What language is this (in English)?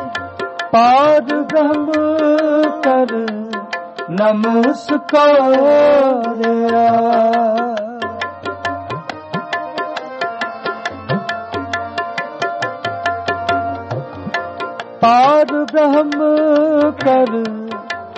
Punjabi